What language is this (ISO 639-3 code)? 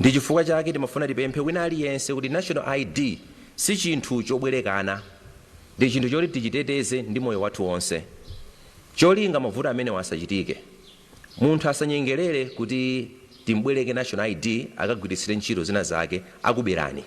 nya